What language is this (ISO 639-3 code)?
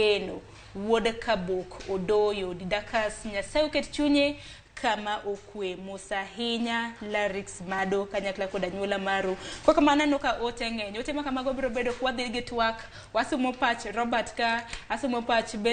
luo